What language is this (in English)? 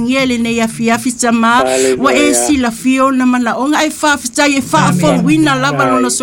Samoan